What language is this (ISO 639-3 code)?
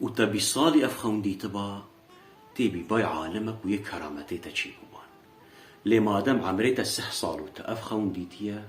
kur